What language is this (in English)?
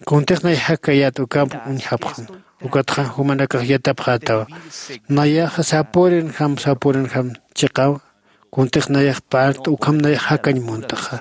Aymara